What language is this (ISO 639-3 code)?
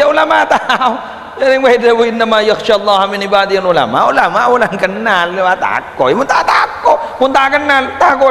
mad